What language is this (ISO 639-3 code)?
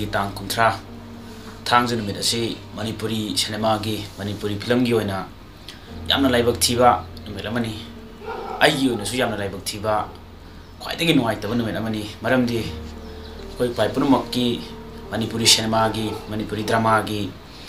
mni